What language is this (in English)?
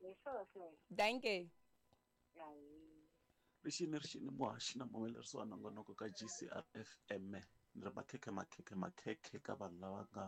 Tsonga